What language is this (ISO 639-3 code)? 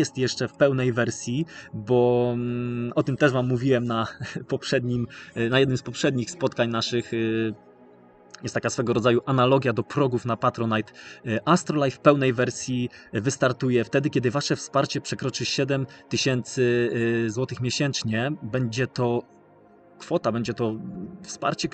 pol